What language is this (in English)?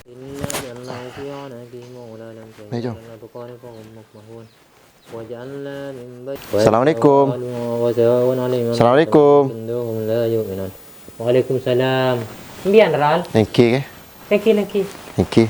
Madurese